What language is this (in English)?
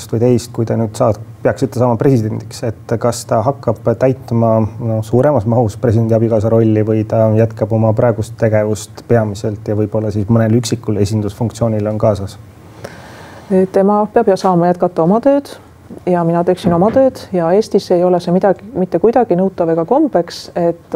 Estonian